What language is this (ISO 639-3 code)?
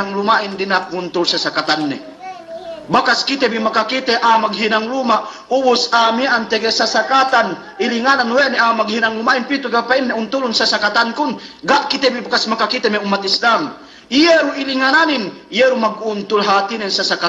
yka